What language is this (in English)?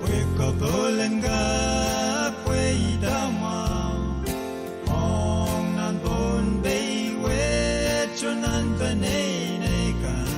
Pohnpeian